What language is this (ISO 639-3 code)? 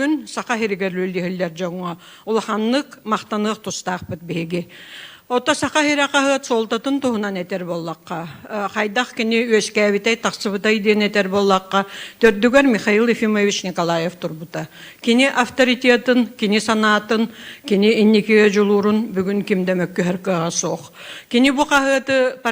sah